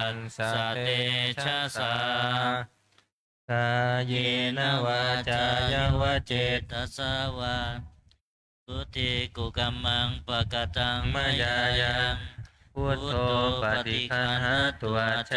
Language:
Pali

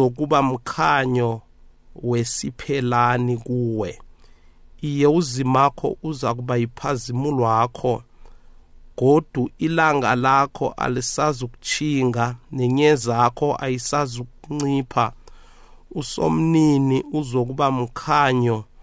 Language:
South Ndebele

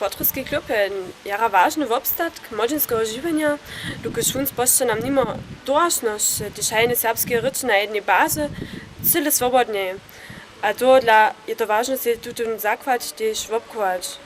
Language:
Upper Sorbian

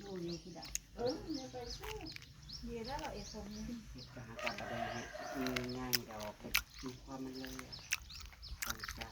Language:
Northeastern Thai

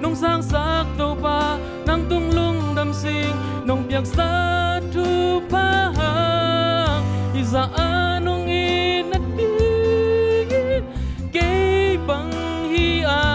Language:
Tedim Chin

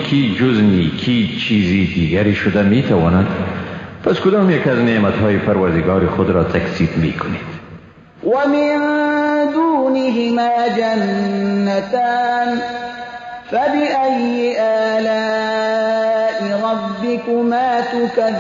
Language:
Persian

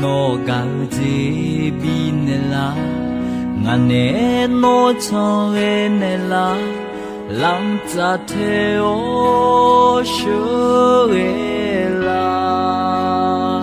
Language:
Akha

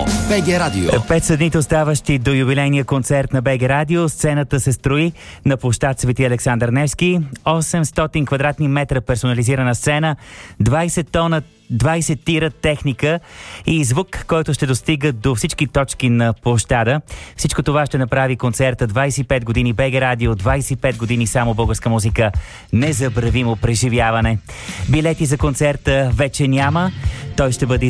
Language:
Bulgarian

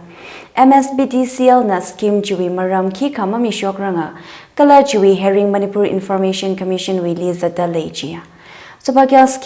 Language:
Tangkhul Naga (India)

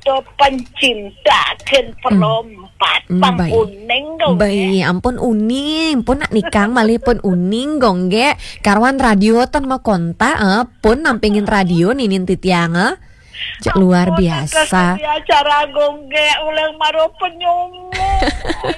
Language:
Balinese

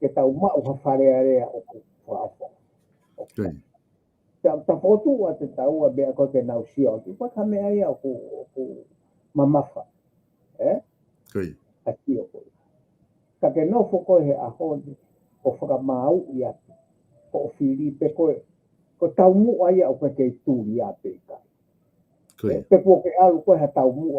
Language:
Tongan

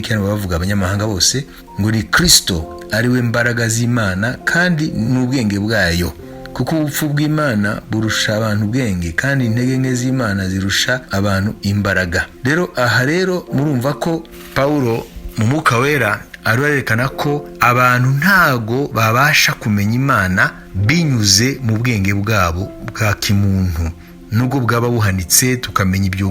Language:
Kinyarwanda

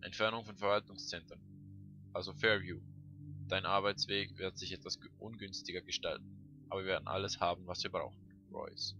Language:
Swiss German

